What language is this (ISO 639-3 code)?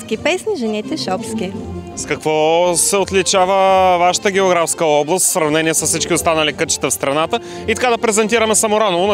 bul